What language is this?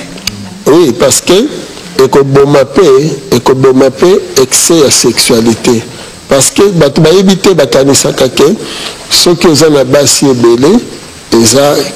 Lingala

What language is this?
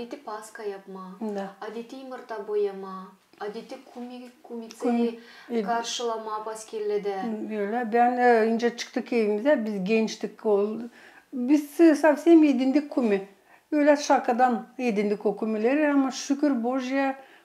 Gagauz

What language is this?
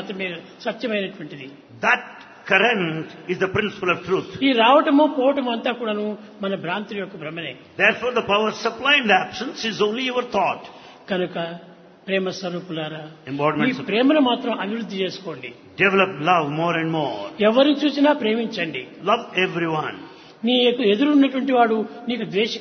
Telugu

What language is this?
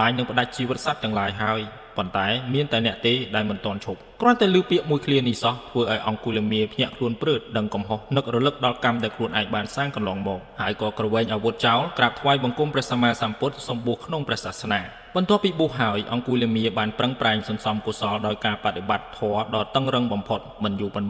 Khmer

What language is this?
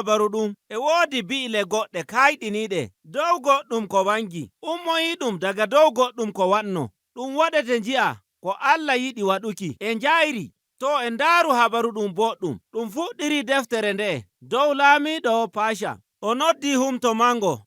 Nigerian Fulfulde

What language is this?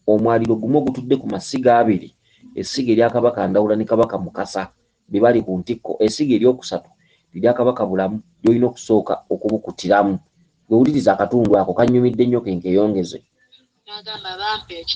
Ganda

